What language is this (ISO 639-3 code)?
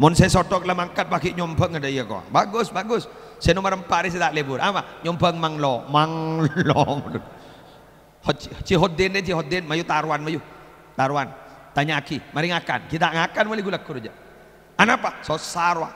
mad